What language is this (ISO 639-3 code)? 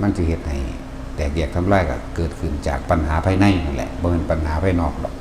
tts